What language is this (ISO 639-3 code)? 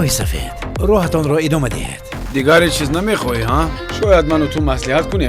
tgk